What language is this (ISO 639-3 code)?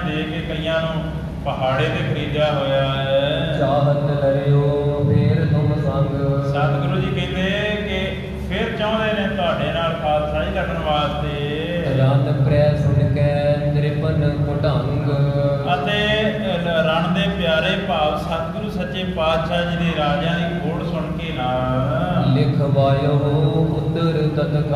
pan